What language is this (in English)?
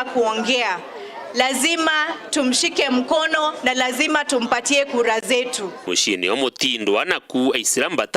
Meru